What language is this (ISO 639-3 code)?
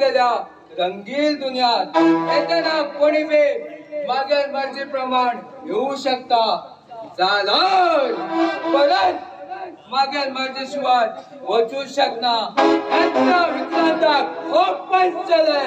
kok